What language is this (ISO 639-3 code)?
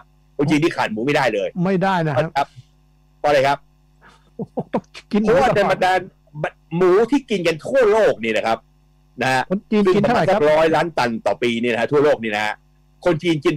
tha